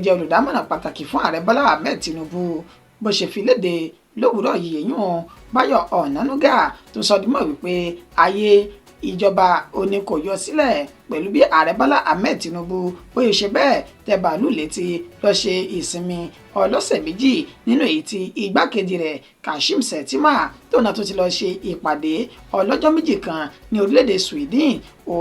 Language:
Yoruba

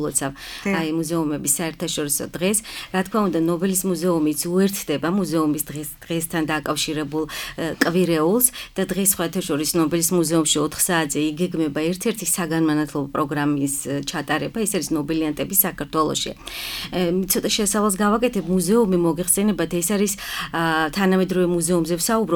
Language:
Georgian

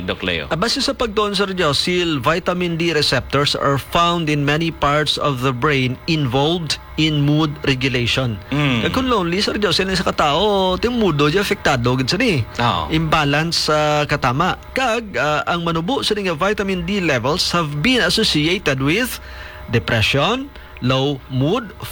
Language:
Hiligaynon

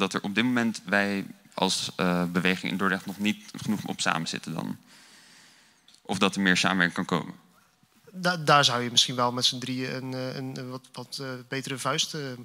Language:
Dutch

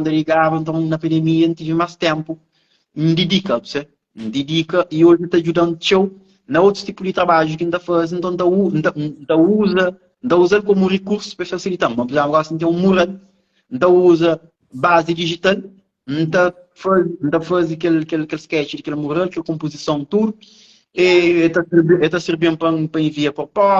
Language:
Kabuverdianu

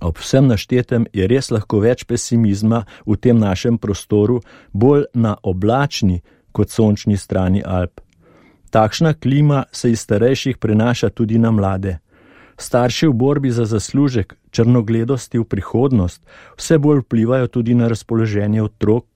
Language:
Slovenian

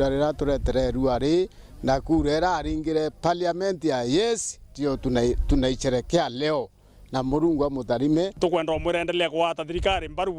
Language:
Meru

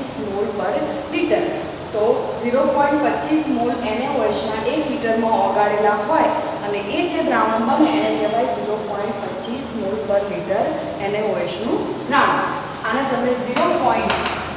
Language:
Gujarati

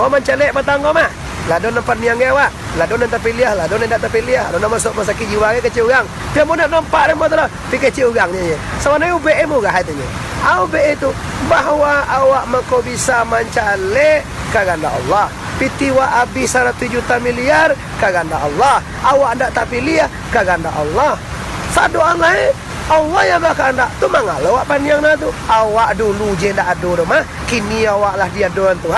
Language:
Minangkabau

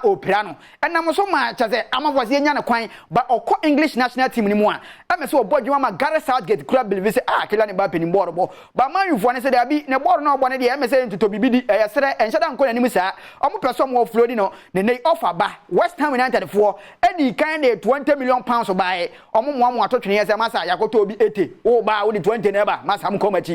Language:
Akan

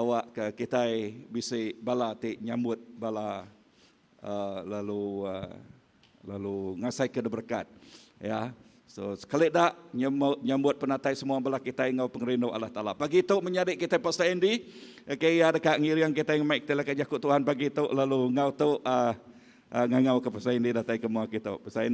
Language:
Iban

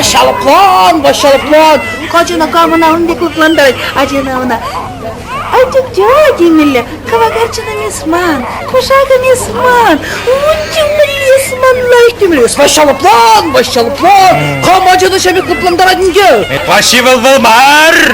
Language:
Chuvash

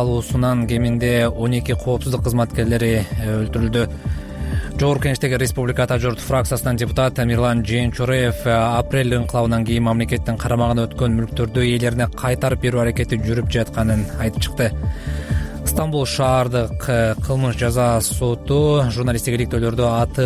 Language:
Kyrgyz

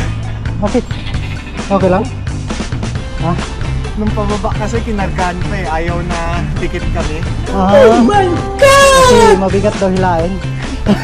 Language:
Filipino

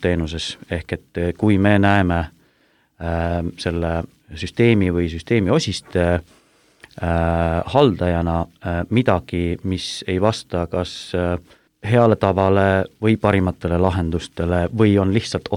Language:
Estonian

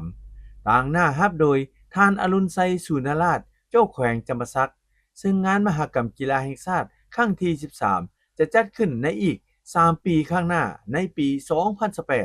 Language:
Lao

